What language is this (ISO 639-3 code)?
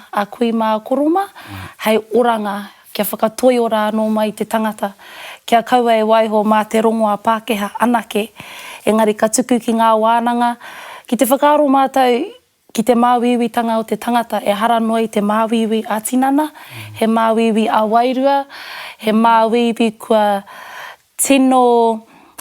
mri